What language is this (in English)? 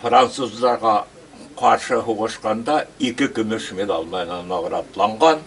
Bashkir